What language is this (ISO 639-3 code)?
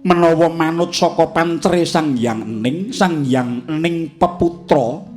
jav